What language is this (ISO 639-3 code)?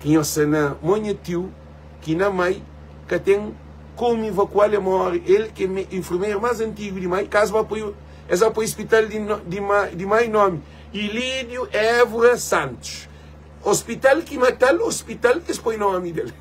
kea